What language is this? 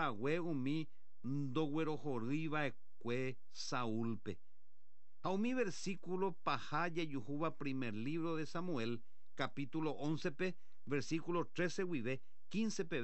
Guarani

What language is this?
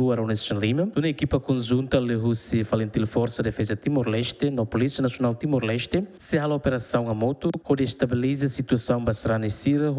Tetum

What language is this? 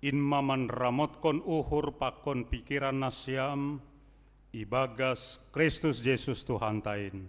Batak Simalungun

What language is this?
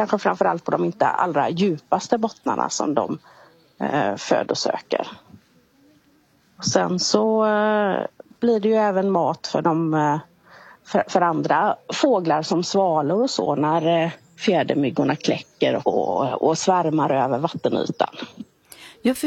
Swedish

